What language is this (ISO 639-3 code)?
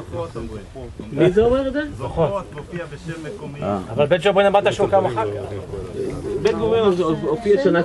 heb